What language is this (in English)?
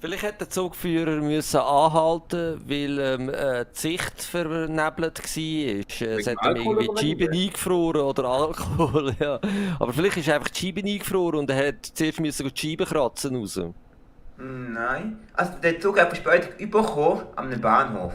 Swiss German